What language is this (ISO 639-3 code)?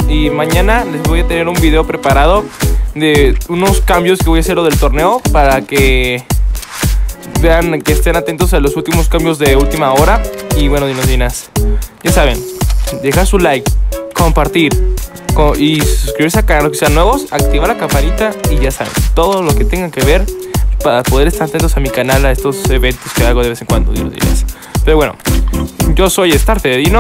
spa